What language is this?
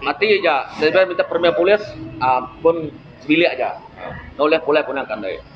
Iban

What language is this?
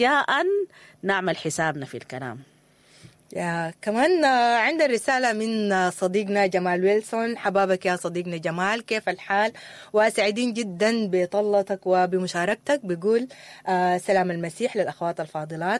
Sudanese Arabic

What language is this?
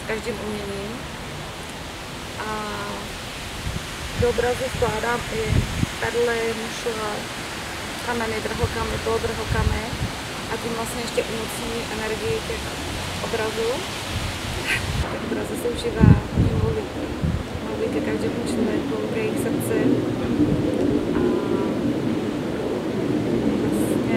Czech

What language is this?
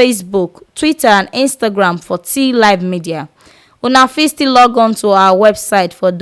Nigerian Pidgin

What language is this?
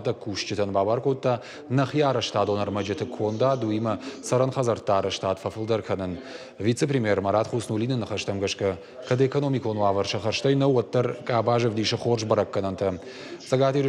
Ossetic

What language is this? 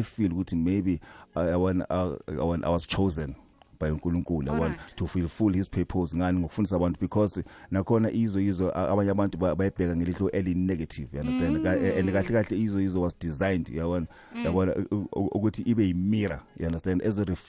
South Ndebele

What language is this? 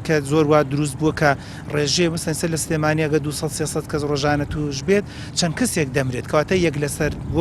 Central Kurdish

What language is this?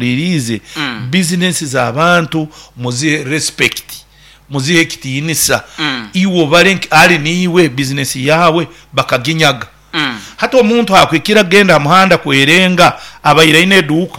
Nyoro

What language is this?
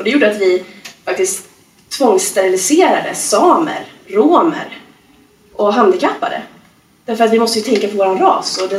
Swedish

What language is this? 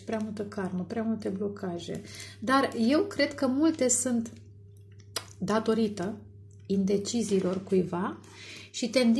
Romanian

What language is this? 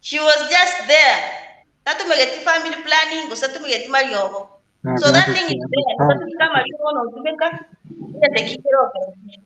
Gusii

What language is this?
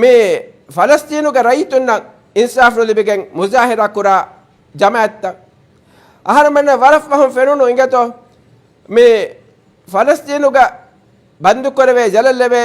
Divehi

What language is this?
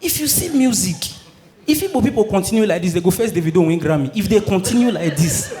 Nigerian Pidgin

